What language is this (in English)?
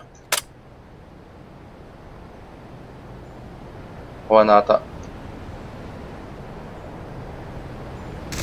Filipino